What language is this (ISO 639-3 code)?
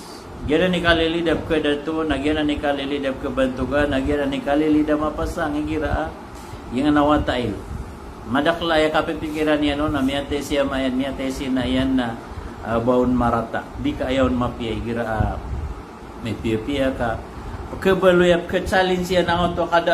mrw